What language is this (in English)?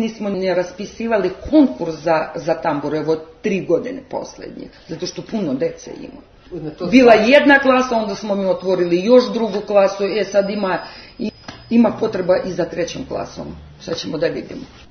Serbian